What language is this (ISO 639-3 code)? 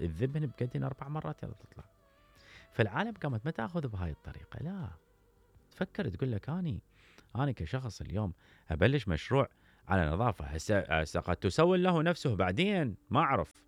acm